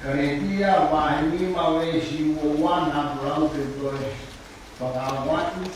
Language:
Tongan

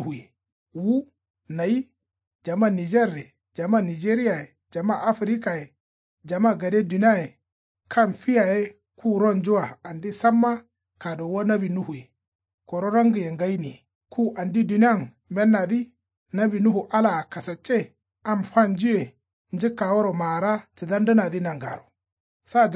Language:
Kanuri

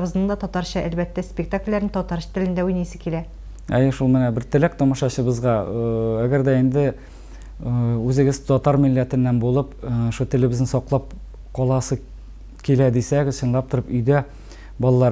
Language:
Tatar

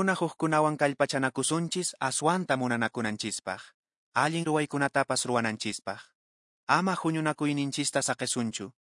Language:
Quechua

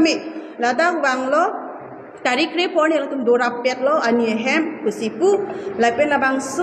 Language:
Karbi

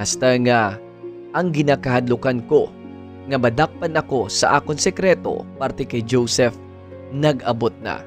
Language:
Hiligaynon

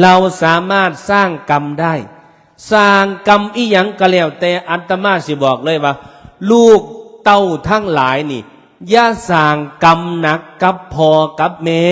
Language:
Northeastern Thai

